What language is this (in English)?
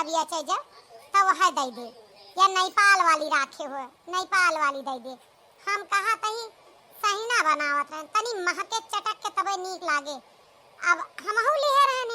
Awadhi